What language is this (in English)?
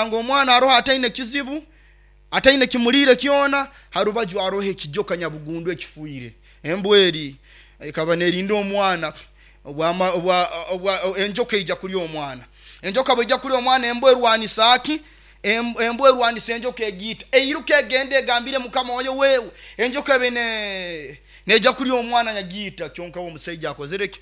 Nyoro